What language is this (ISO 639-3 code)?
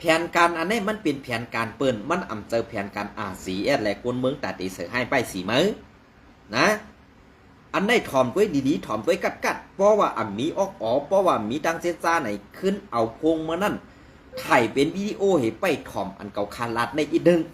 shn